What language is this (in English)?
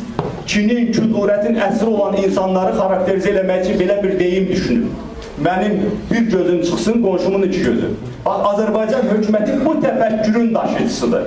Azerbaijani